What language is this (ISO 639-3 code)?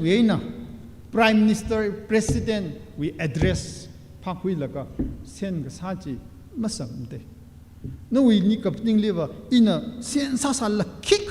nmf